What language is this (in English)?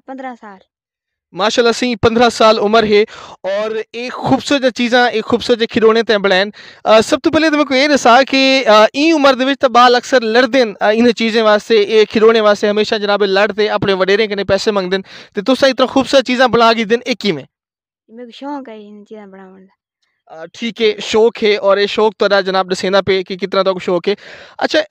Saraiki